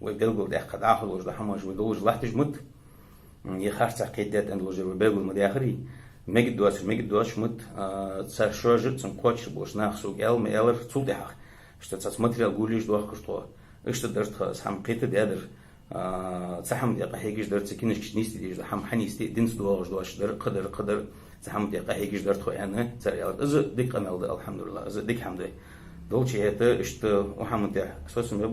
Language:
Ingush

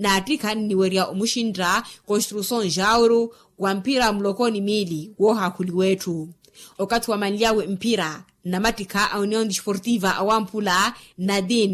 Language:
Makhuwa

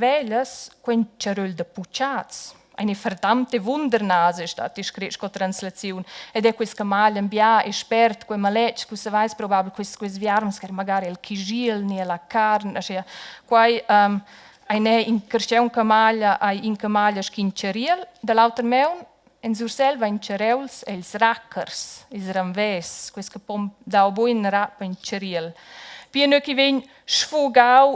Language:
Romansh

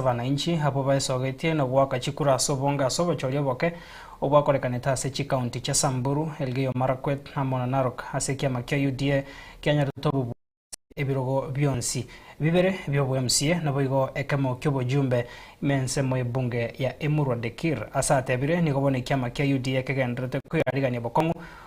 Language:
Gusii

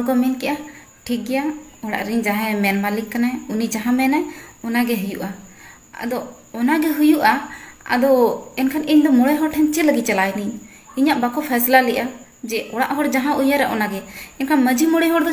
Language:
Santali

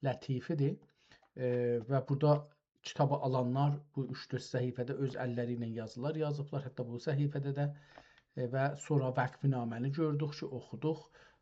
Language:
South Azerbaijani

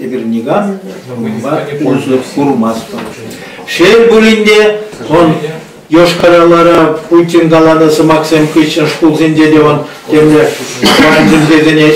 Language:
Chuvash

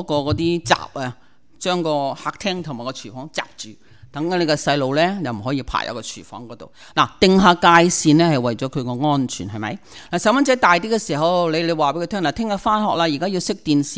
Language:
Cantonese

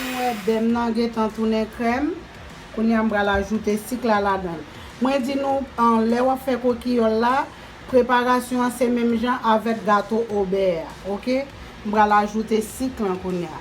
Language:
Haitian Creole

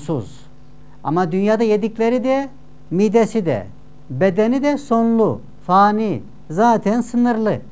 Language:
Turkish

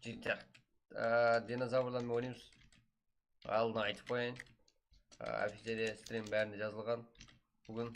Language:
Kara-Kalpak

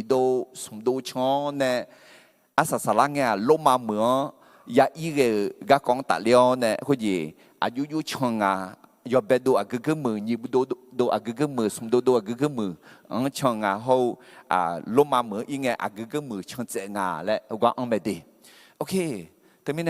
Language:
Akha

